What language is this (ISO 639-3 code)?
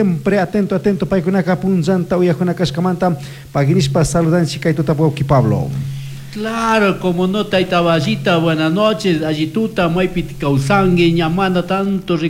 qug